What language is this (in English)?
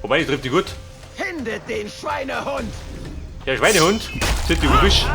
Bavarian